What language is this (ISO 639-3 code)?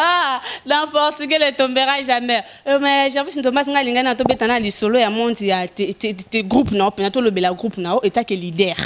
lin